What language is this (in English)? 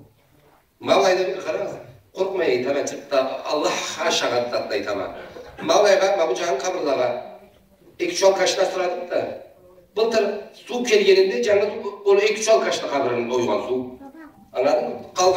Karachay-Balkar